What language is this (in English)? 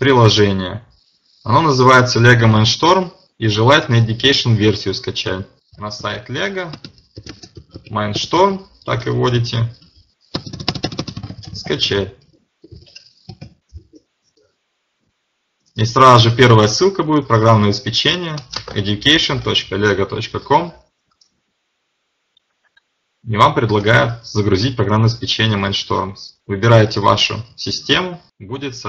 Russian